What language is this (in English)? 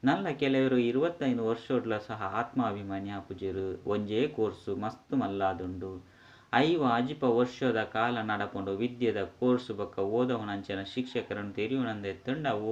Tulu